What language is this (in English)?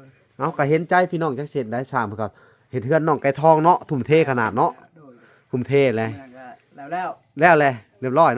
Lao